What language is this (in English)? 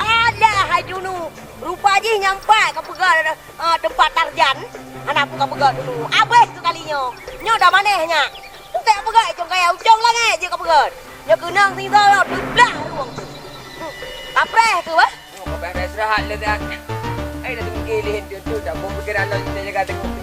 Achinese